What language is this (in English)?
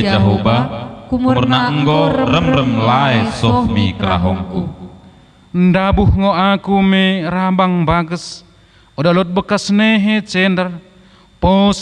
Batak Dairi